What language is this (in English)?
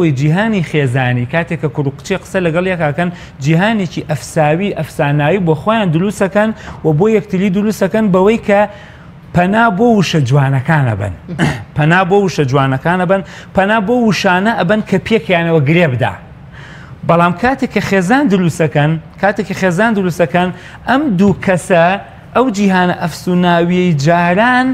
Central Kurdish